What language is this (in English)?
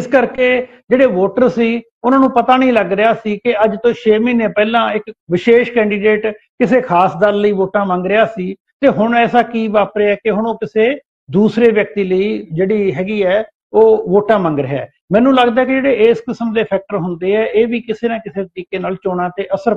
Punjabi